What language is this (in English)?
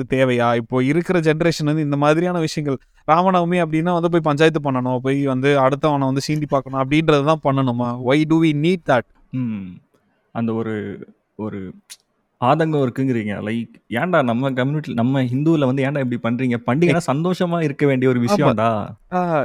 Tamil